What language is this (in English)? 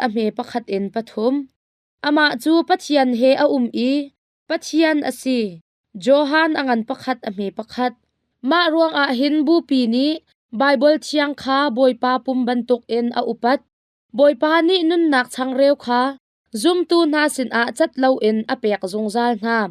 Hakha Chin